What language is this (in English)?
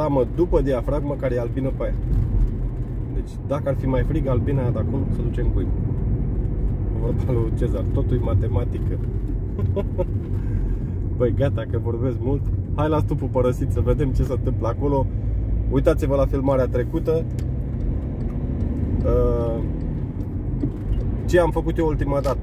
Romanian